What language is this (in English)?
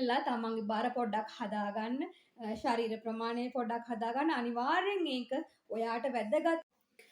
Sinhala